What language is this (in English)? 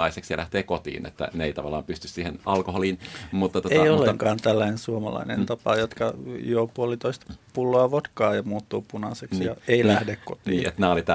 Finnish